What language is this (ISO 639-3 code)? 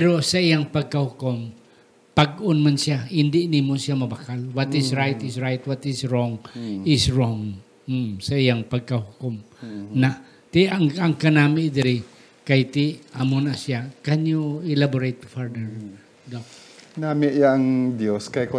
hil